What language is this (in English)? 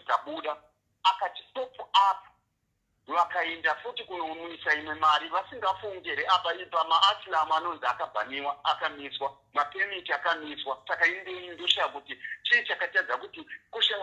Shona